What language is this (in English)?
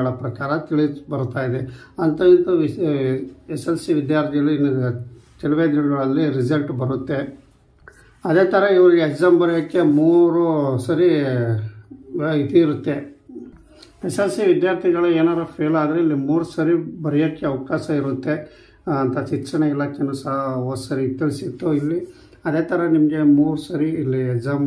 Kannada